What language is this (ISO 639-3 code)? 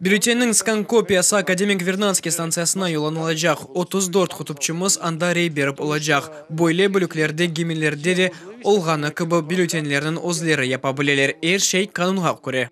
crh